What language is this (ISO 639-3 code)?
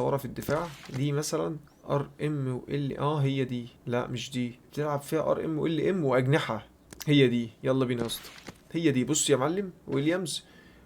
arz